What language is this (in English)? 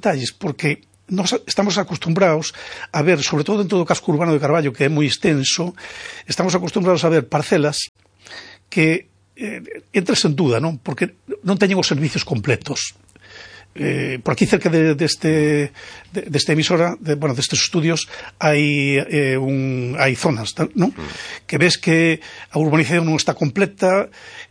Galician